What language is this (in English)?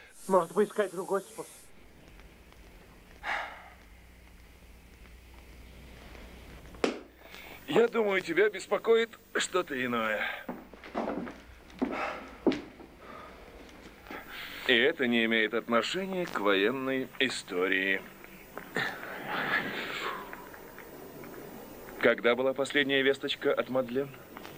Russian